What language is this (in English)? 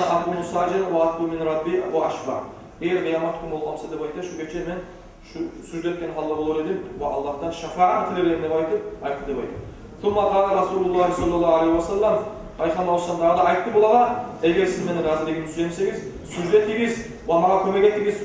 Kumyk